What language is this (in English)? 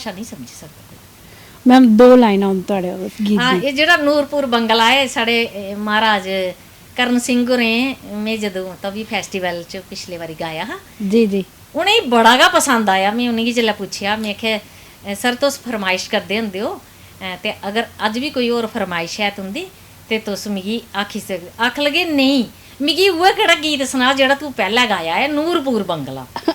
Dogri